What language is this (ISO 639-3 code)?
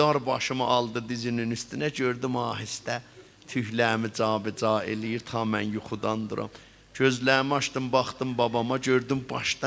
azb